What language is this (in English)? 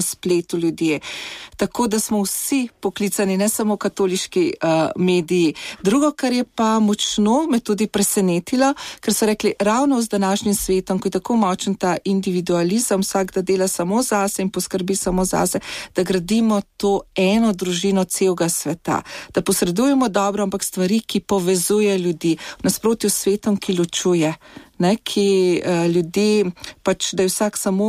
Slovenian